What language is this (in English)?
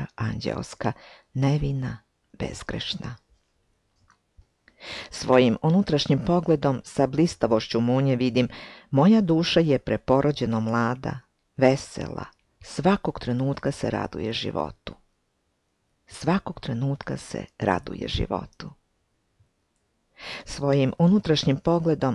Serbian